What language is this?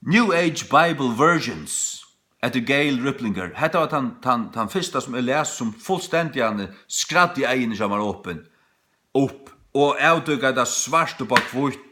Faroese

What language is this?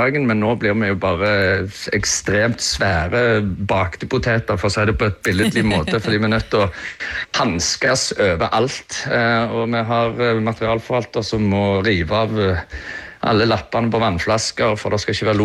Norwegian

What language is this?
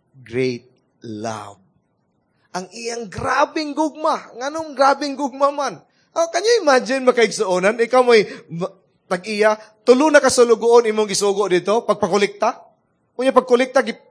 Cebuano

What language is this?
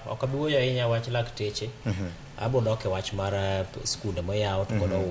Luo (Kenya and Tanzania)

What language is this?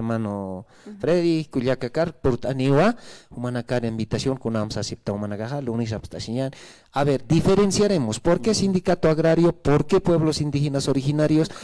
Aymara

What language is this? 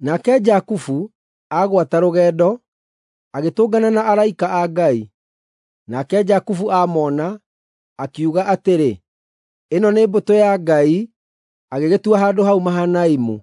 Kikuyu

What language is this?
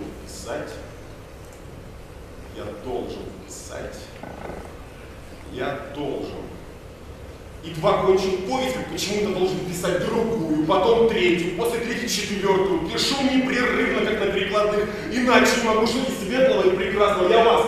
Russian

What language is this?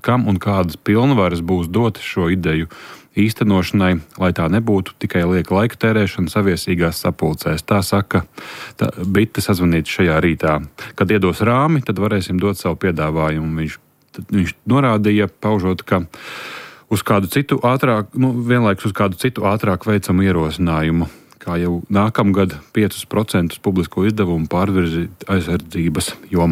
Latvian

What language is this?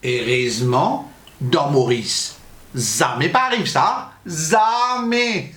Morisyen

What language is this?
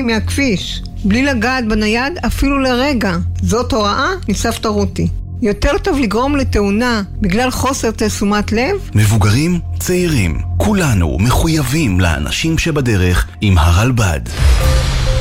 Hebrew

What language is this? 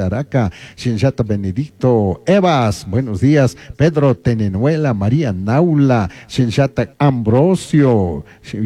Chimborazo Highland Quichua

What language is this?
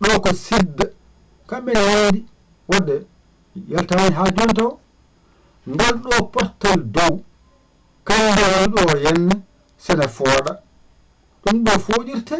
Fula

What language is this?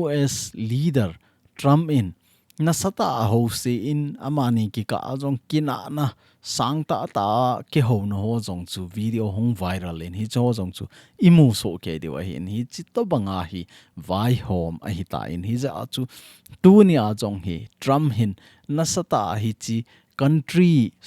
Thado Chin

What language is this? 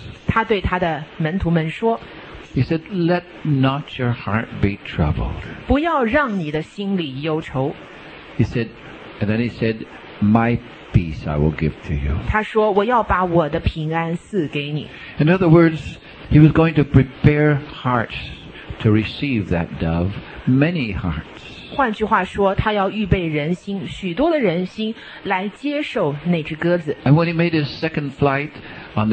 Chinese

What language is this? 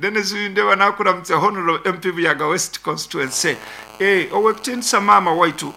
Nyankole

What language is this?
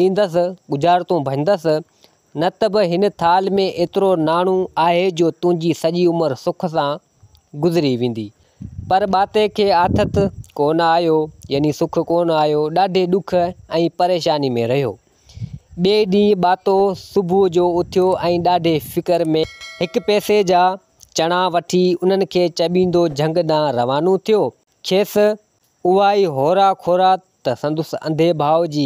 Sindhi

